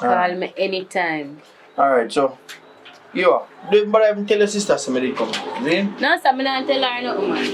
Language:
Jamaican Creole English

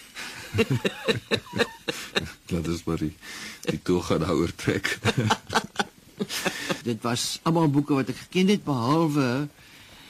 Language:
Afrikaans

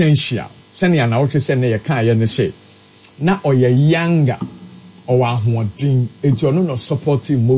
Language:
Akan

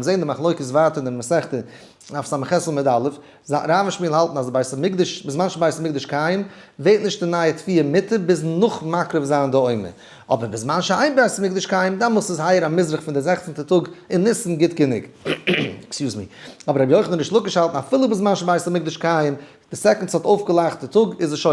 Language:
Yiddish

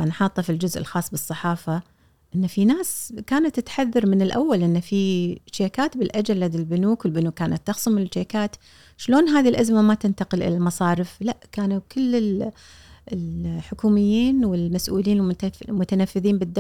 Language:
Gulf Arabic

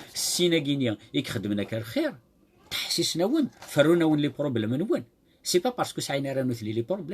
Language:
Kabyle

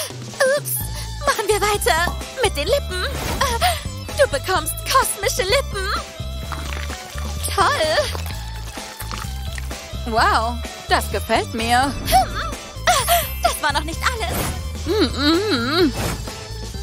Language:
German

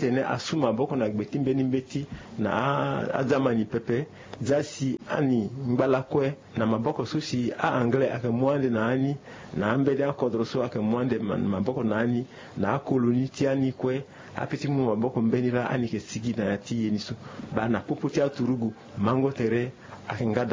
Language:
Sango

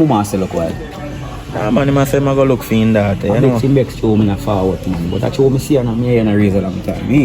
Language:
Jamaican Creole English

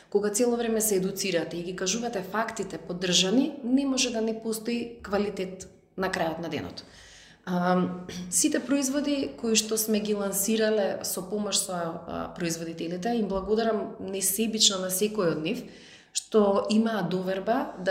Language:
Macedonian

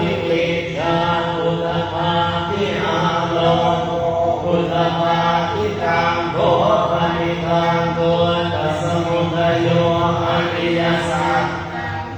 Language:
Pali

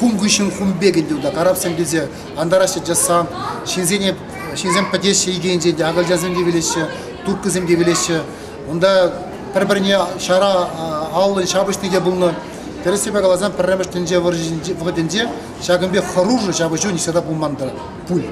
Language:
Chuvash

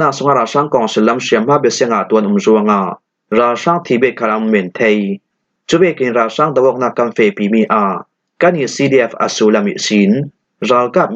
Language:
Falam Chin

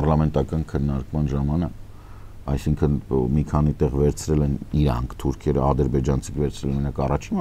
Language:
Armenian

